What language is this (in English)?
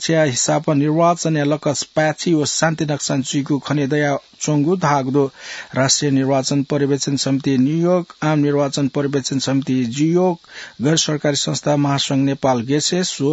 Newari